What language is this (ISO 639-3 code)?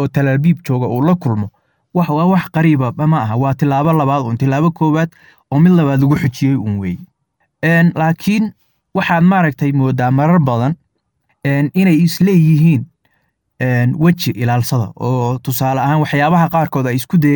som